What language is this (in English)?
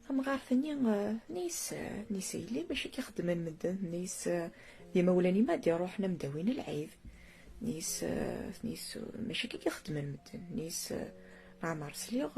Kabyle